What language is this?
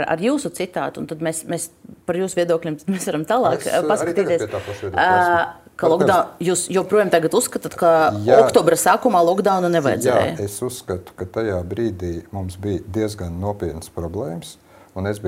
Latvian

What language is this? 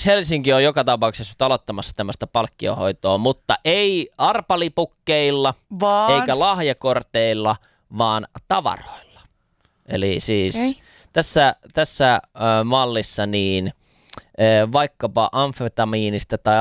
Finnish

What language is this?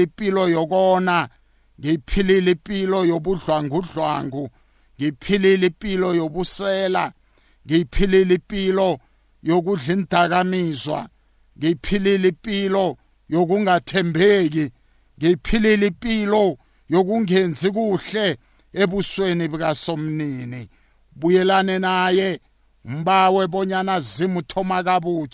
South Ndebele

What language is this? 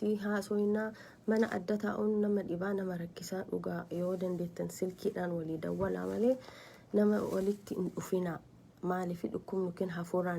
Oromo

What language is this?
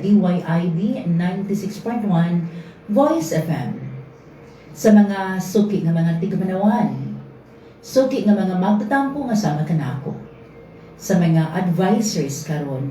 Cebuano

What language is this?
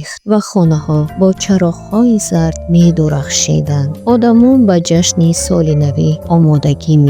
Tajik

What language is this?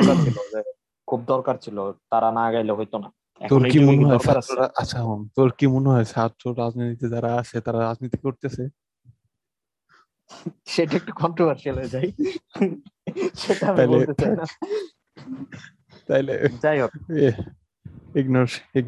Bangla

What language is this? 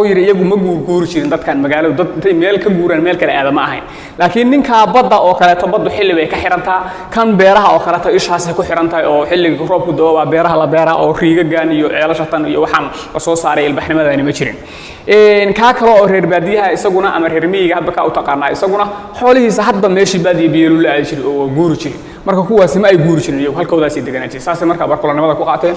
Somali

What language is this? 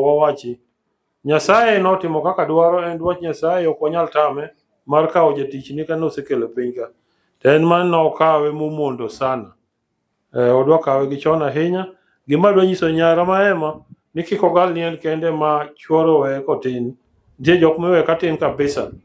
Luo (Kenya and Tanzania)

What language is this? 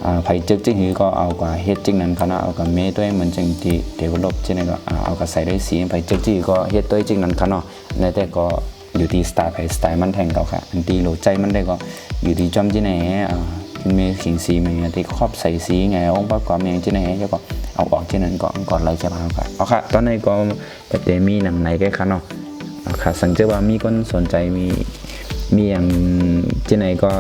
Shan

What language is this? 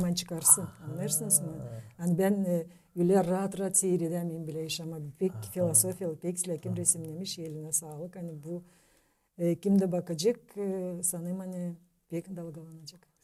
Gagauz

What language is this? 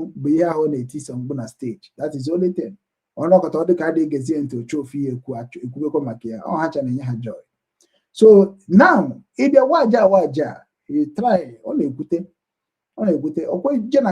Igbo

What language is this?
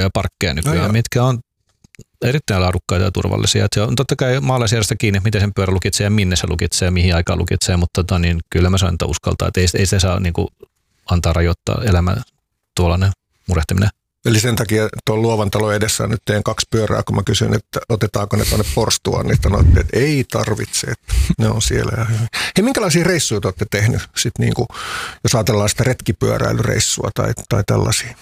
Finnish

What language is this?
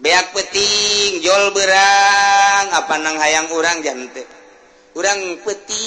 Sundanese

